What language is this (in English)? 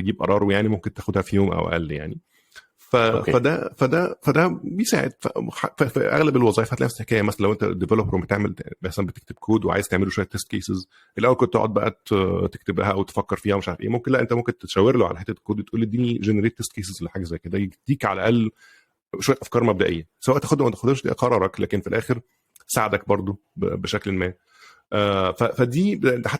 Egyptian Arabic